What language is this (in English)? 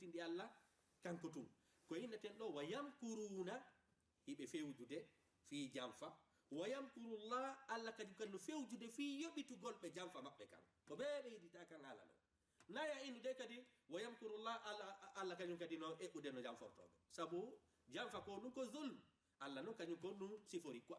Fula